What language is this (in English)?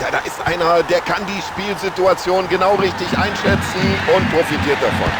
Bavarian